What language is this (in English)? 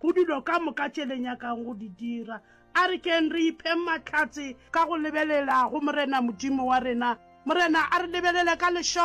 Northern Sotho